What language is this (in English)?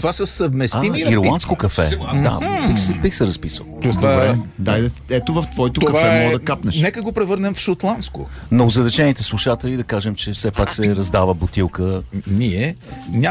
Bulgarian